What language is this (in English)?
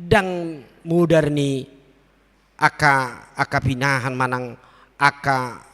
Batak Toba